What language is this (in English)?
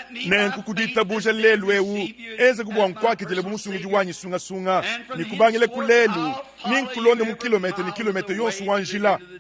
Luba-Lulua